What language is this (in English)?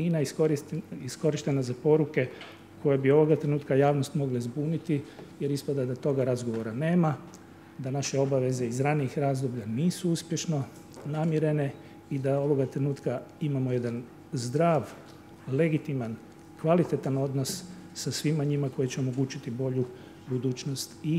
Croatian